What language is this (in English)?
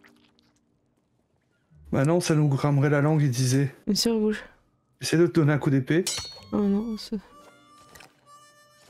French